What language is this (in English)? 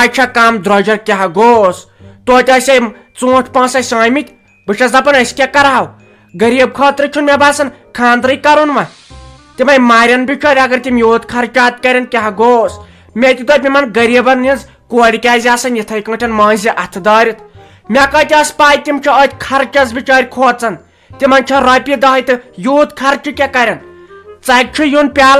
Kashmiri